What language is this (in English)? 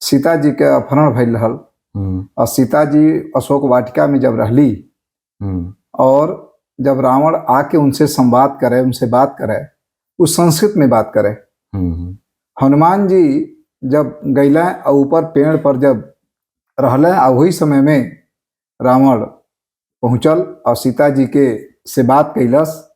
Bhojpuri